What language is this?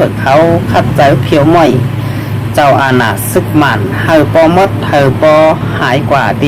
Shan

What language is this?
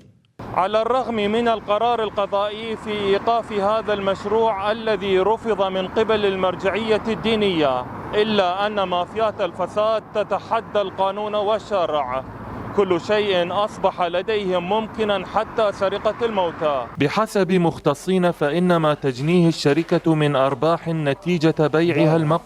Mesopotamian Arabic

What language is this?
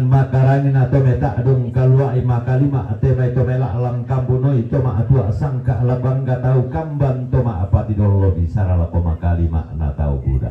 Toraja-Sa'dan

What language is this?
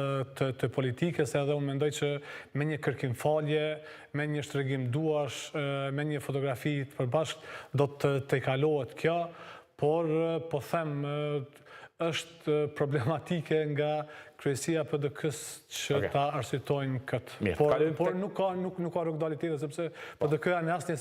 Albanian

